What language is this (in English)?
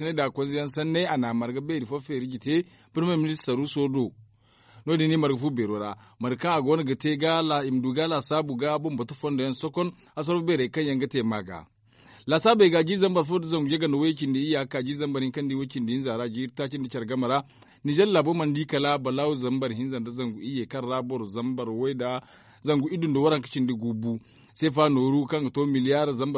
Zarma